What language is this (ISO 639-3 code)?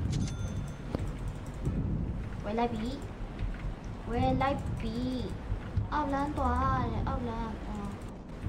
mya